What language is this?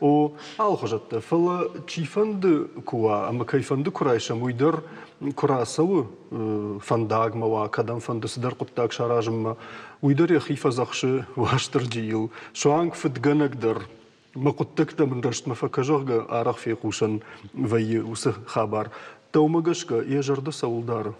Ossetic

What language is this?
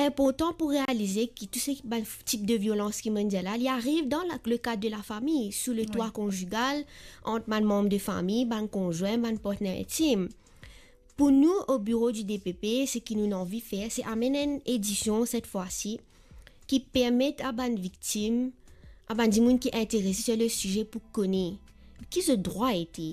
Morisyen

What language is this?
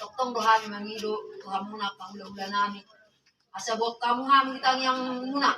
Batak Toba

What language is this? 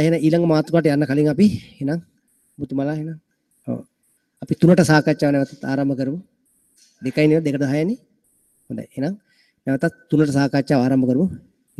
Sinhala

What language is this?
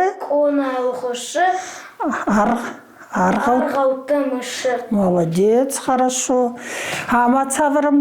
Ossetic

